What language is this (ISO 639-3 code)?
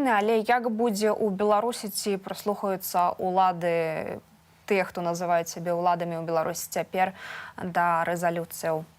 bel